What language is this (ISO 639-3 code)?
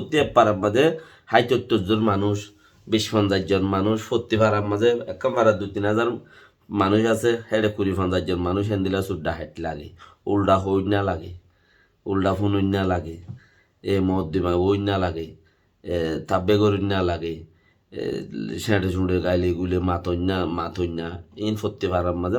rhg